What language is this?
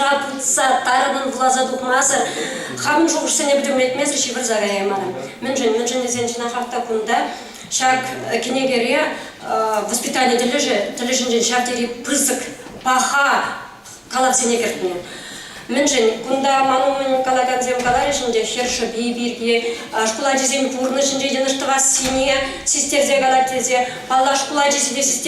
Chuvash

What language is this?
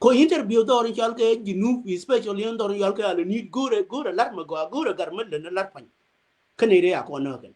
Nuer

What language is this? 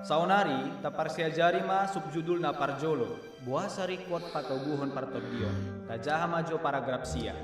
Batak Toba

